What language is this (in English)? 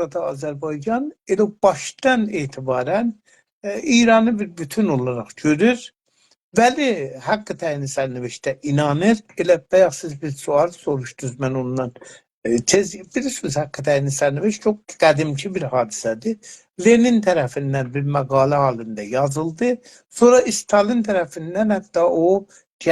South Azerbaijani